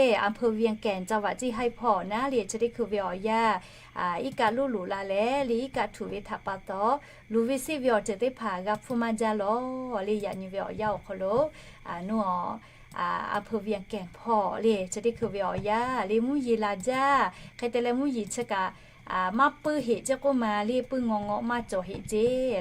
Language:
Lahu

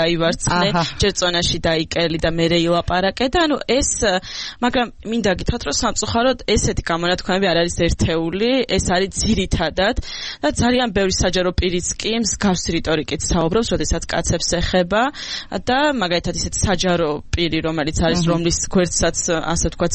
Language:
Georgian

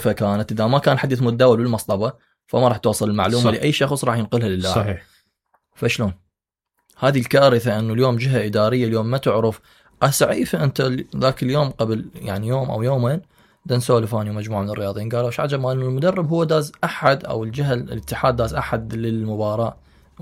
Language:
Mesopotamian Arabic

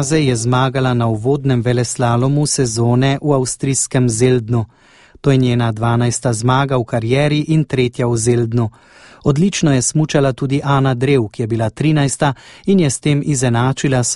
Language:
Slovenian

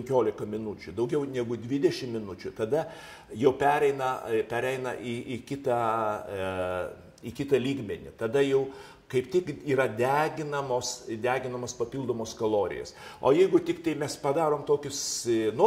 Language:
Lithuanian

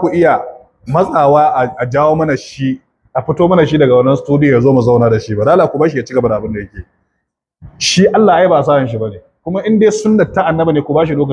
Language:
Hausa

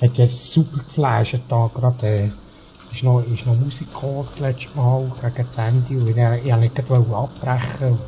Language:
Swiss German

